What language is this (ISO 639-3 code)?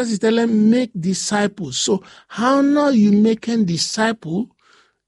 bis